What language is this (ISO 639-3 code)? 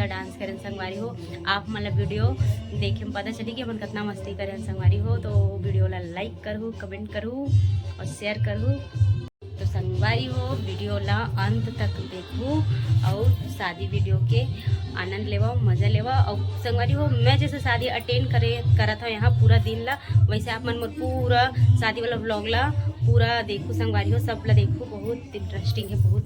hne